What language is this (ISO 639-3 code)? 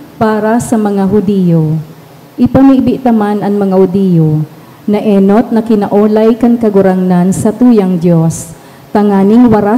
bik